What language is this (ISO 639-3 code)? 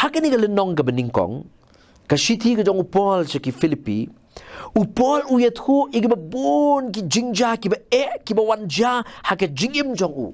kha